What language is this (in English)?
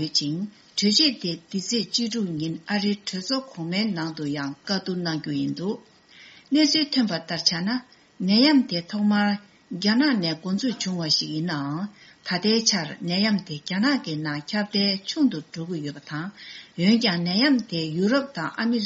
Tibetan